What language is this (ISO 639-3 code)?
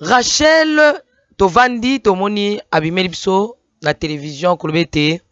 lin